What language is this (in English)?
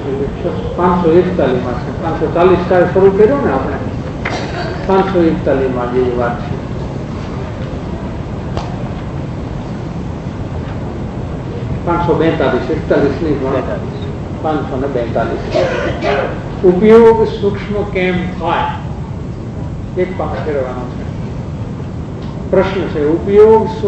Gujarati